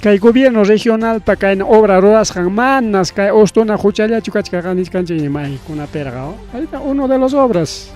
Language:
Ayacucho Quechua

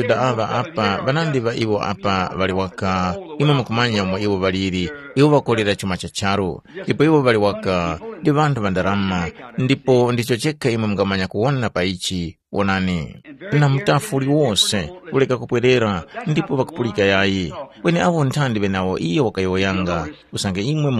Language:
Tumbuka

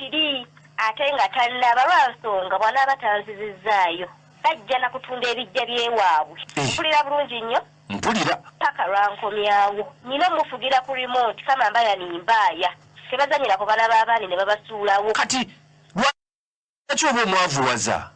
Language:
Ganda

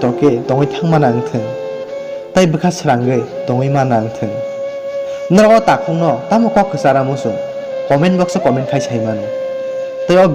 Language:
Kok Borok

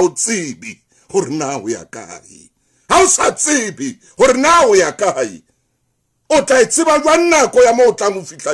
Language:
Southern Sotho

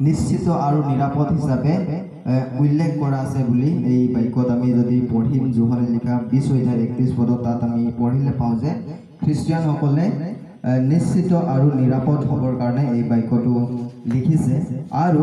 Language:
Assamese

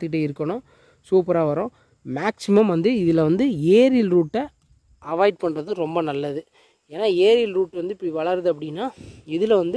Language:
Tamil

